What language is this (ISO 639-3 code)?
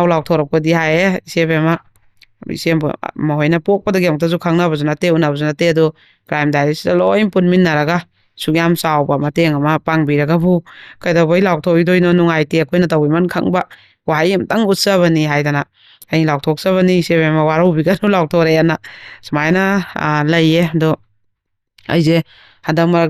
mni